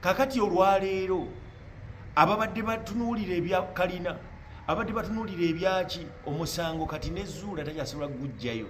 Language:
Ganda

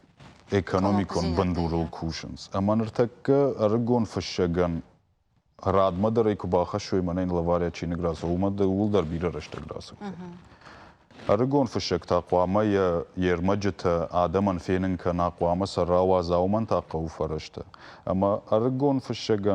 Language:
Ossetic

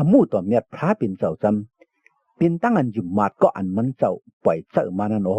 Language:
Shan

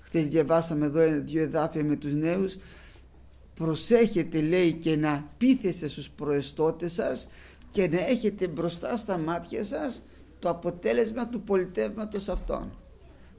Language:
Greek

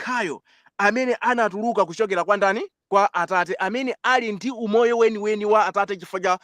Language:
Nyanja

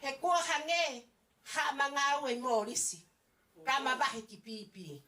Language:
Tongan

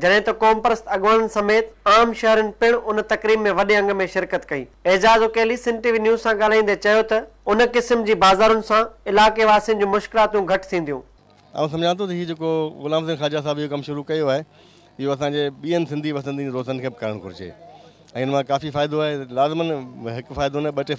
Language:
Sindhi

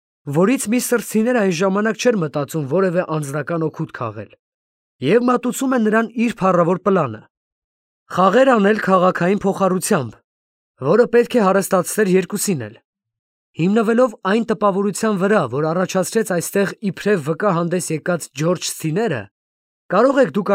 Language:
Armenian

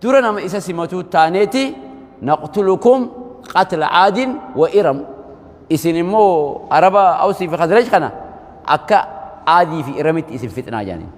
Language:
Oromo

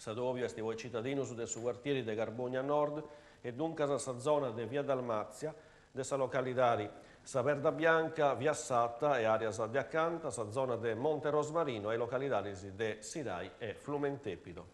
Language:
Sardinian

